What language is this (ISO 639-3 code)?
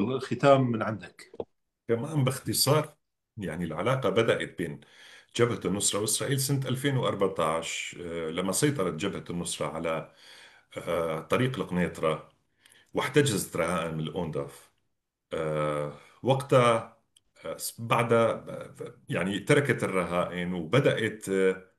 apc